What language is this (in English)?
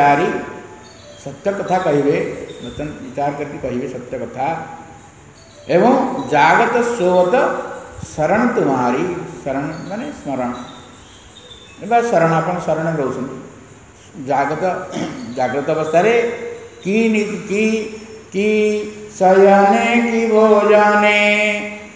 Odia